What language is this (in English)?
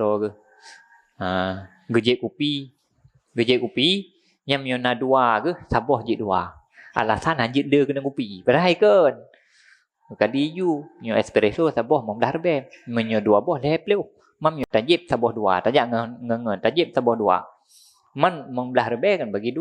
Achinese